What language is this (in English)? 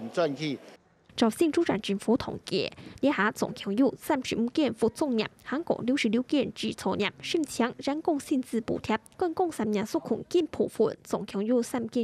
Hakka Chinese